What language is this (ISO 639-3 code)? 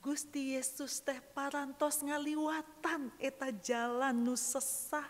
sun